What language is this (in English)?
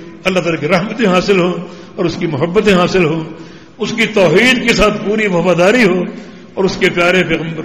Urdu